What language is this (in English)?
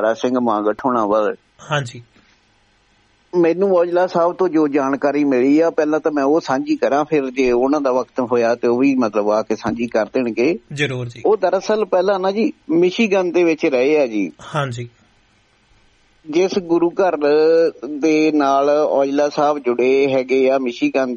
Punjabi